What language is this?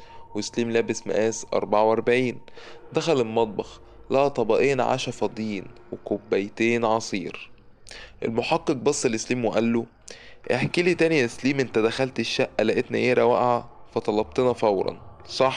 Egyptian Arabic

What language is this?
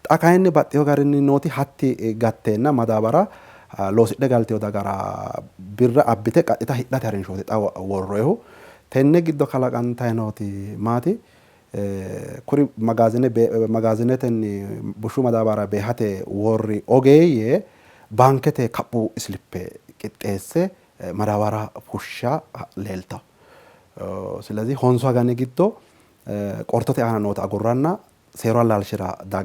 Sidamo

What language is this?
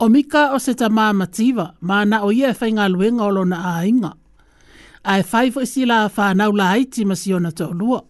Samoan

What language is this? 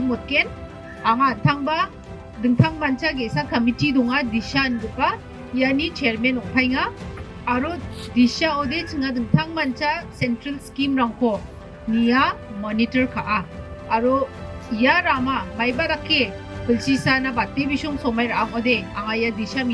Garo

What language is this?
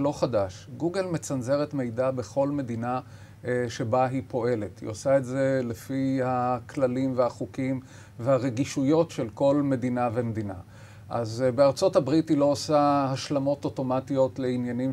Hebrew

